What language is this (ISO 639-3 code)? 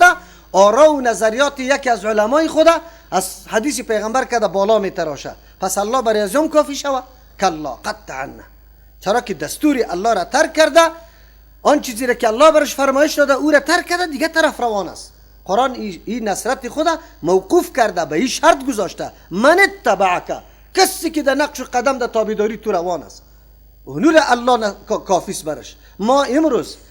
fas